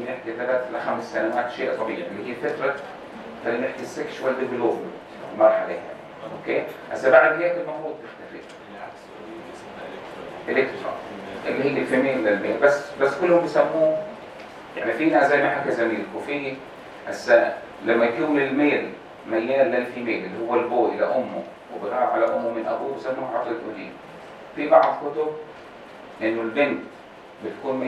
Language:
North Levantine Arabic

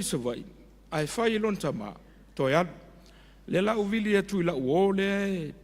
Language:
Samoan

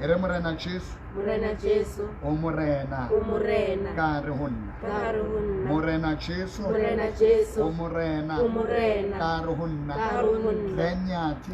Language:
Southern Sotho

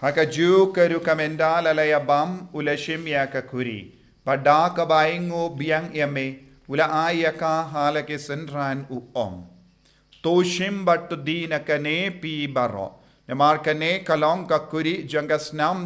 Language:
Khasi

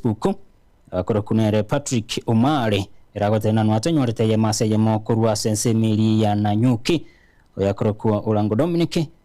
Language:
Gusii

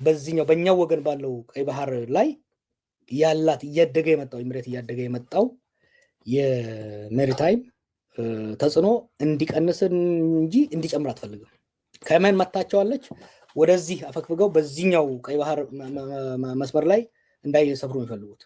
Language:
Amharic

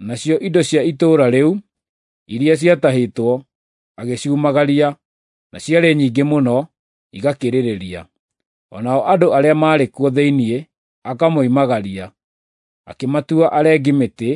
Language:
Kikuyu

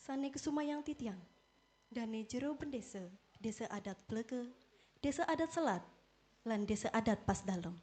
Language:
Balinese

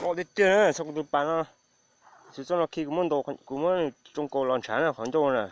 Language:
Hmong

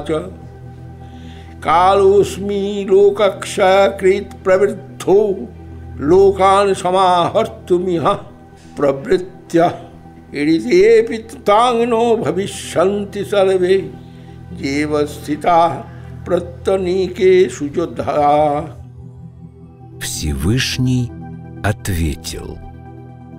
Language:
Russian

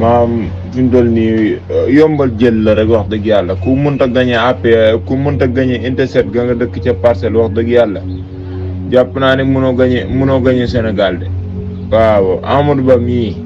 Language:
Wolof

